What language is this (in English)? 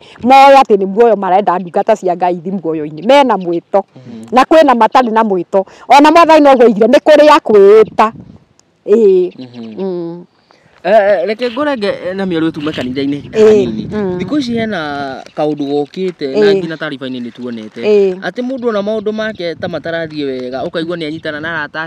Kikuyu